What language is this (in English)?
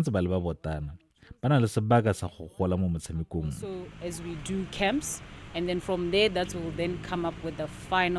Tswana